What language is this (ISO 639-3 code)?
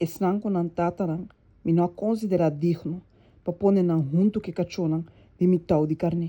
pap